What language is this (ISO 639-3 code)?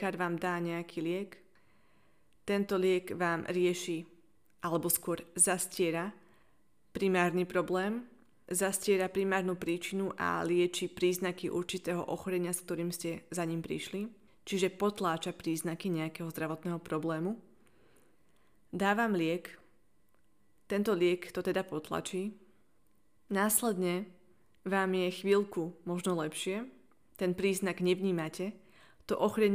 slk